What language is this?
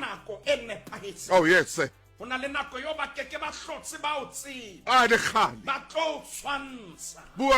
Southern Sotho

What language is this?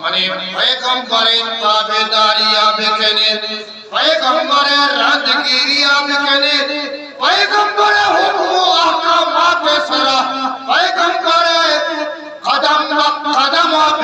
Eastern Balochi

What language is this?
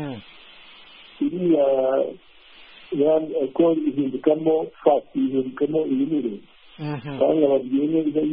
Kinyarwanda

